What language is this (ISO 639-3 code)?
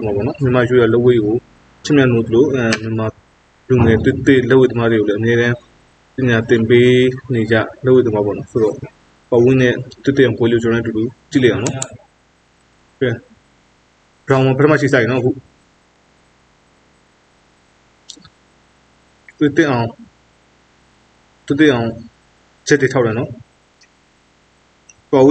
mya